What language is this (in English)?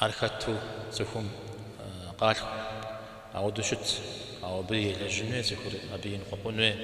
Kabardian